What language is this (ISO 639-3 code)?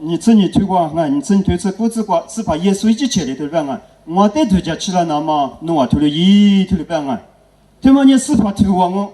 lis